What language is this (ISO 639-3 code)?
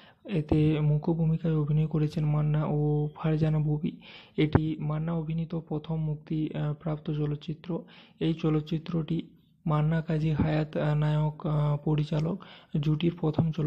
ben